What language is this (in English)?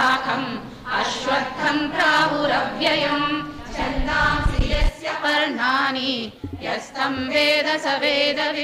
Sanskrit